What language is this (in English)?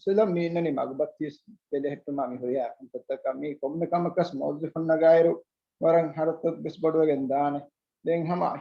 Divehi